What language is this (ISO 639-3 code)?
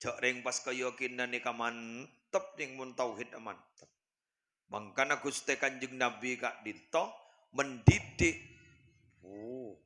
mad